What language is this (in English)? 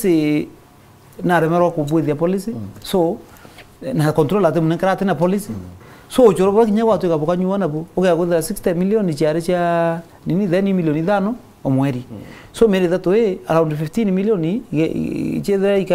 Meru